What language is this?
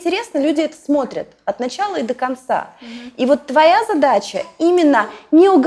Russian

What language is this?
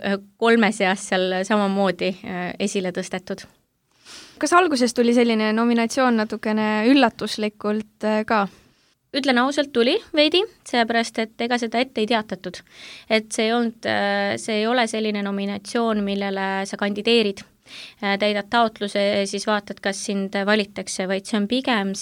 Estonian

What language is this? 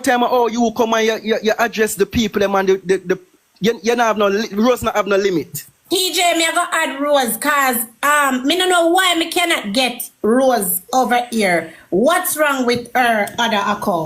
Jamaican Creole English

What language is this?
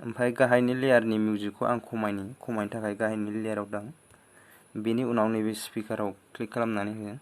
Bodo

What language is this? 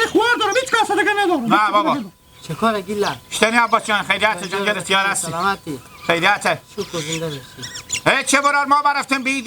Hazaragi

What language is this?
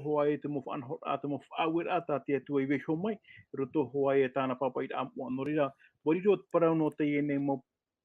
Tahitian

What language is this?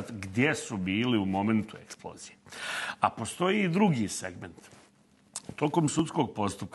Bosnian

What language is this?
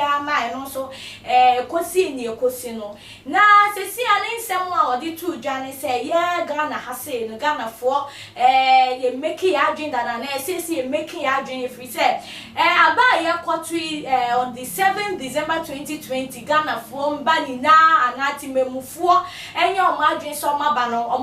Akan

